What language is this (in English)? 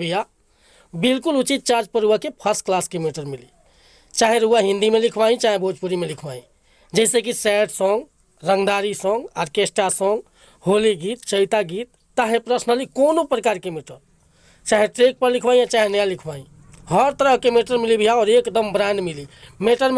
Bhojpuri